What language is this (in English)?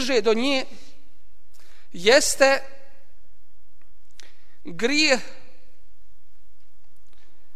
Bosnian